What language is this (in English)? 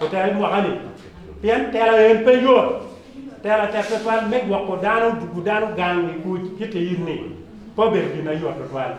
Acoli